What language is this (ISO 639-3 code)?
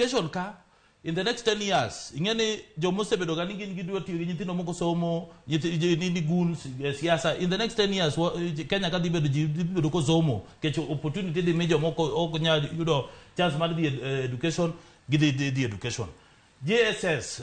luo